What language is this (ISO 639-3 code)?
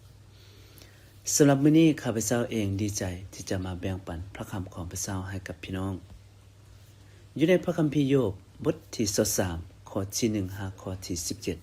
lao